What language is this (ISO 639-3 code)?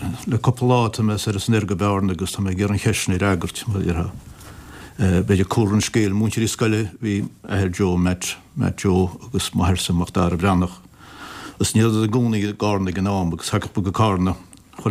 gle